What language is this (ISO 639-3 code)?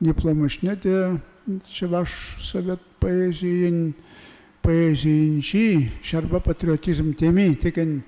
chv